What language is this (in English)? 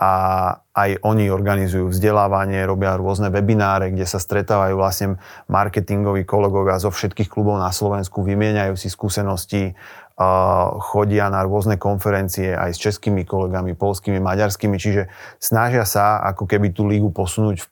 Slovak